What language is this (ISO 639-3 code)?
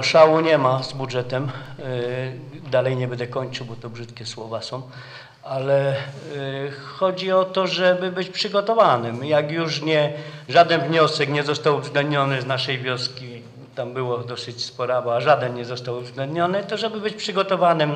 pol